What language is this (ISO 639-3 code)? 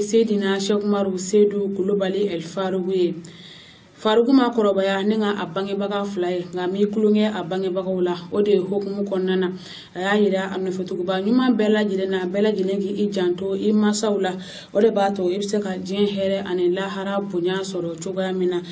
bam